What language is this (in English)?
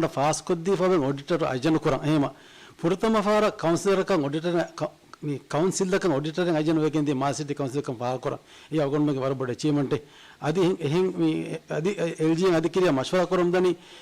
Divehi